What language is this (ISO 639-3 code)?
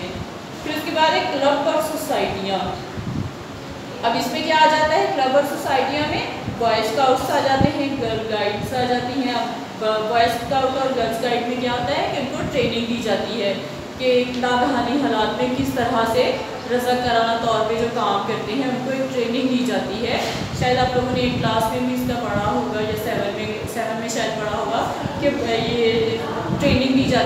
urd